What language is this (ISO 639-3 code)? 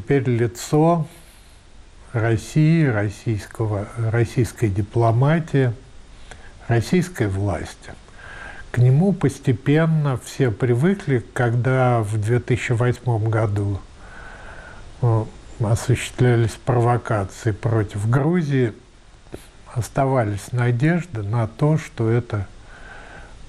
rus